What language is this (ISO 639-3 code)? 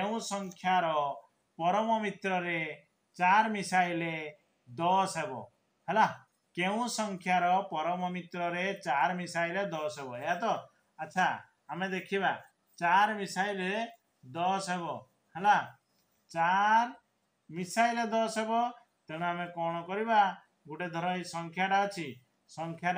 ori